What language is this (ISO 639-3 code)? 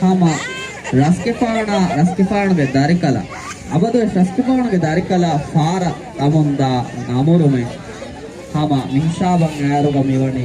div